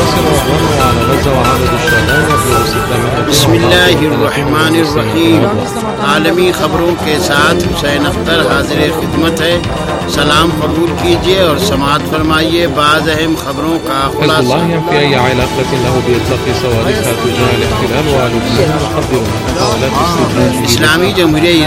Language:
Arabic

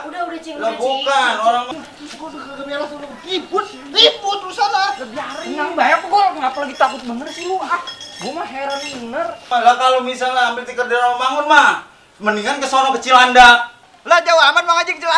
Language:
Betawi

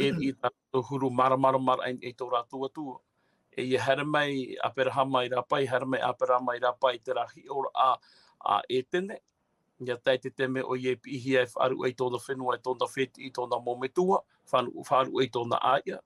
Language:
Tahitian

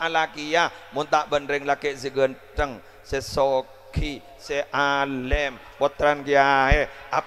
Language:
Madurese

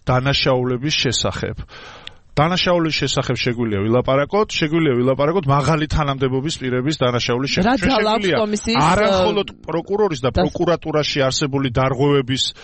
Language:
Georgian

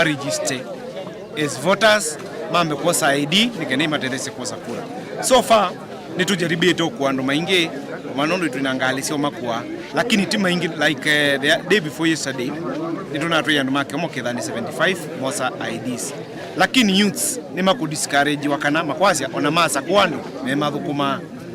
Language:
Kamba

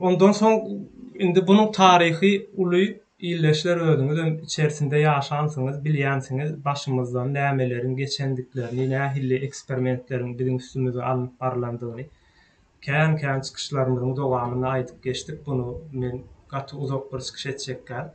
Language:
Turkmen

